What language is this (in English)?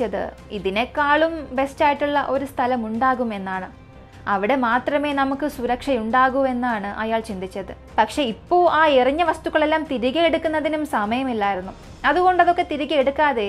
Malayalam